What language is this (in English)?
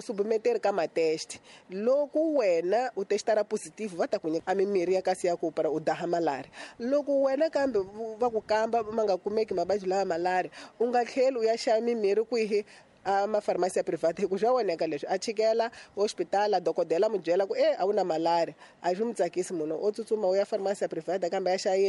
Tsonga